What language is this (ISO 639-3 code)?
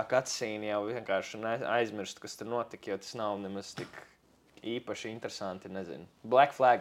lav